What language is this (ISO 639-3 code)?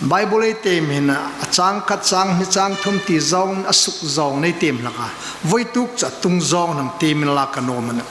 hmr